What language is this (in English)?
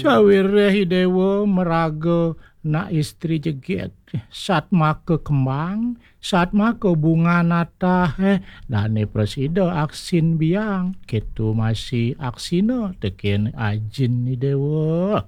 Balinese